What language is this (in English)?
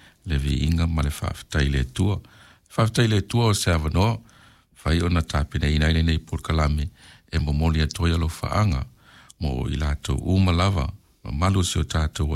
Samoan